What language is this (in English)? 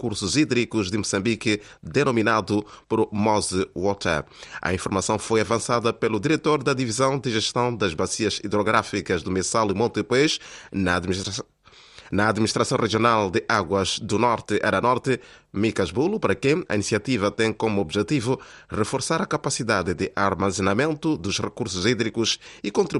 Portuguese